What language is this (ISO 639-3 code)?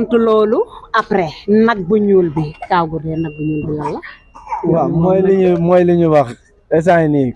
wol